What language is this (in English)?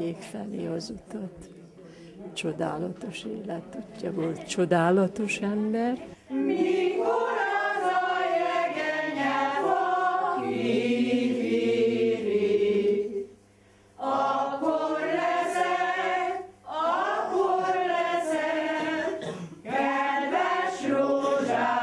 Hungarian